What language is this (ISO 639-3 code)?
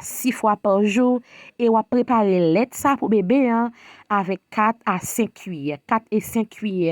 hat